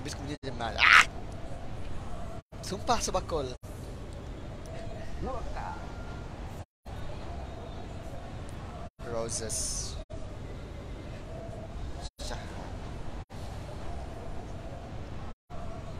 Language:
Malay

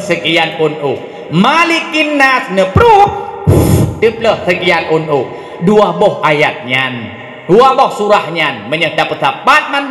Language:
Achinese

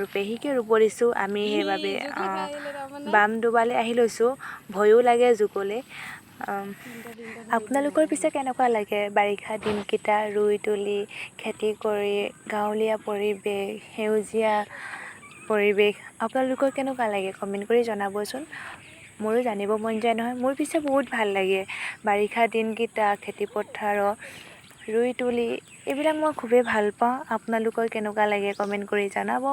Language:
Assamese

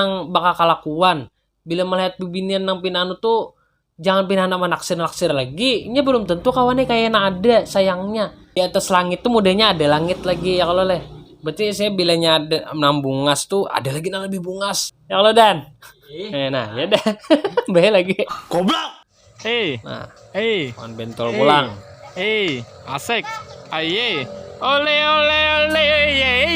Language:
Banjar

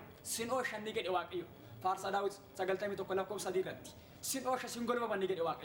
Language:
Oromo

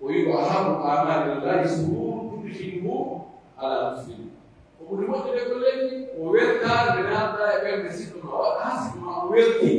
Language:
Pular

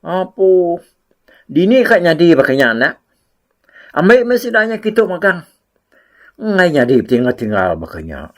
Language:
Iban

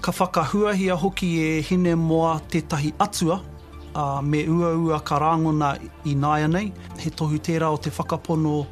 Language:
Māori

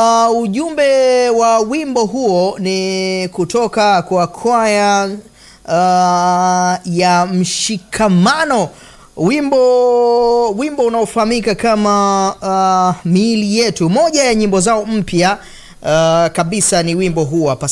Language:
Swahili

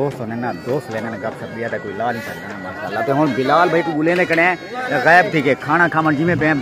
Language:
Saraiki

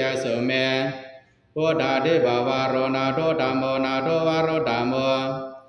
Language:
Pali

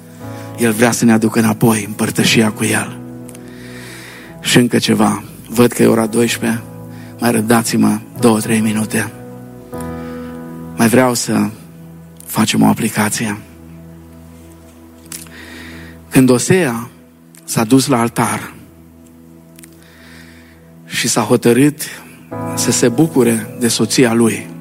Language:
Romanian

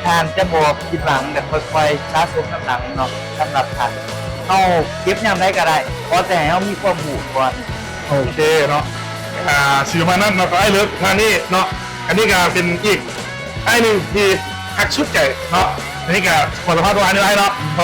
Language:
Lao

